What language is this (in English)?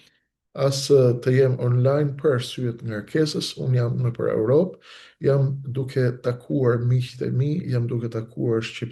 Albanian